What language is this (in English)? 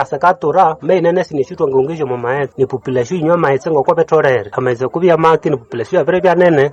Nande